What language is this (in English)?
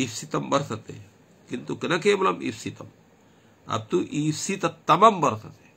Sanskrit